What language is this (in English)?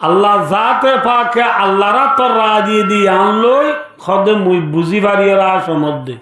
Rohingya